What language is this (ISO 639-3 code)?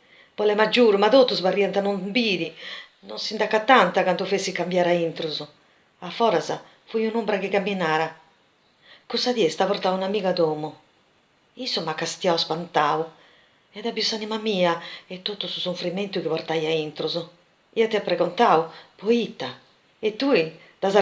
srd